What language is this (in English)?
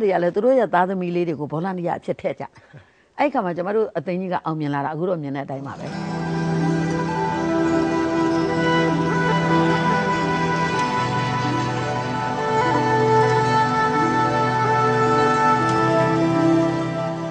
Burmese